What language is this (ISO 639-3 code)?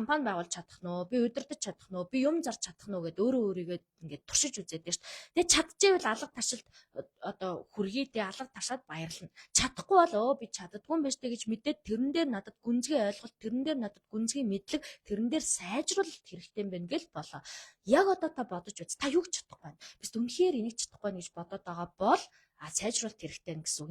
mon